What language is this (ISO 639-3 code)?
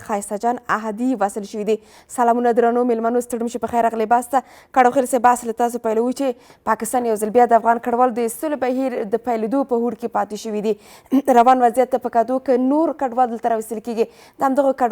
pus